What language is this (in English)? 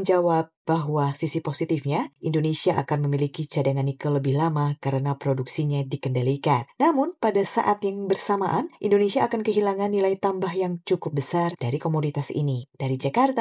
Indonesian